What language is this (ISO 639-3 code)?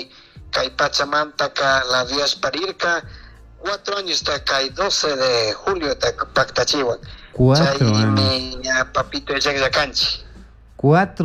qug